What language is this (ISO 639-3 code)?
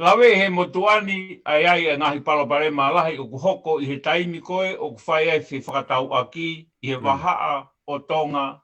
ton